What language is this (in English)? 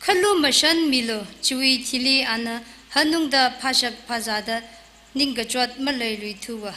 Tangkhul Naga (India)